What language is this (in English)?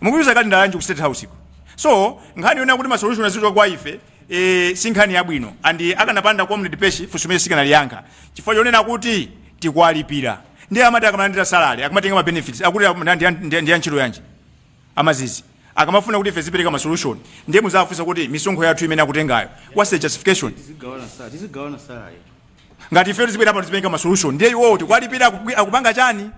Nyanja